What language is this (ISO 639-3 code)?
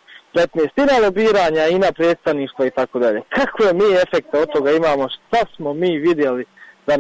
bos